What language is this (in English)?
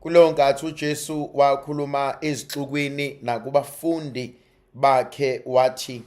Zulu